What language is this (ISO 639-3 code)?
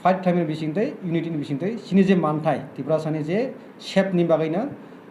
trp